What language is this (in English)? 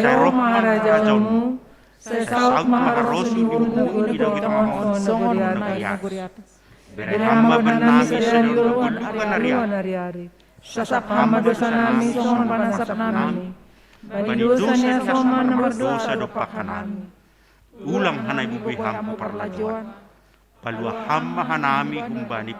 Batak Simalungun